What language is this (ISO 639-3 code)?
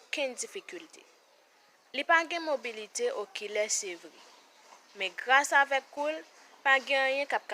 hat